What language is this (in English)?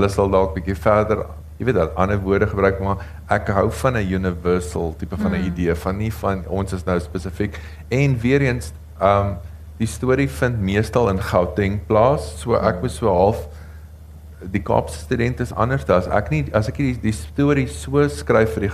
Afrikaans